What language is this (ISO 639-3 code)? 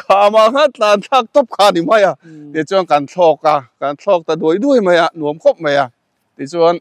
lus